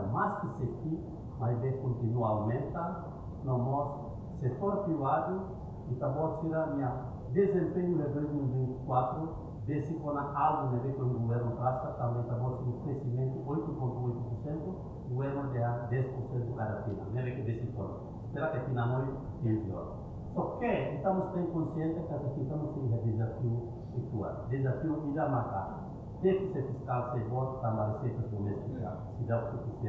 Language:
Tetum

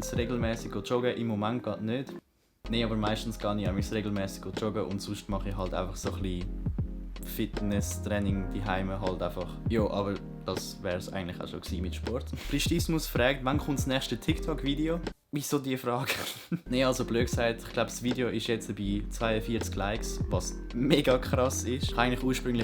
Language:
Swiss German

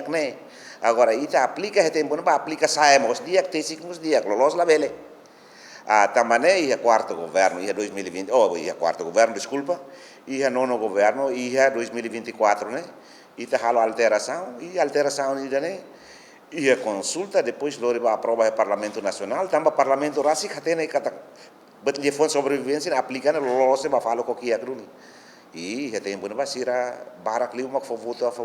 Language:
Tetum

